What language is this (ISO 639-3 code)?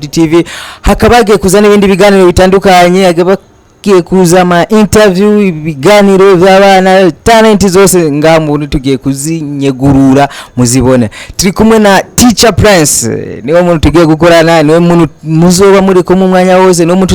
run